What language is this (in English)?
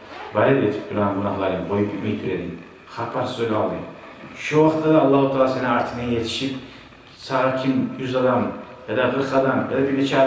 Kumyk